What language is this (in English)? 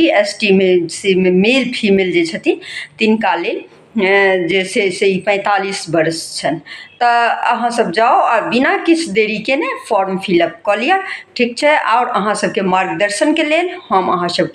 Maithili